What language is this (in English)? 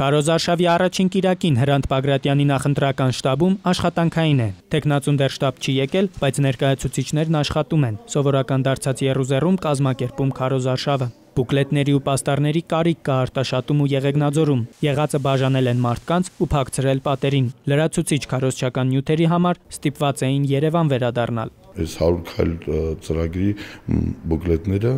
Armenian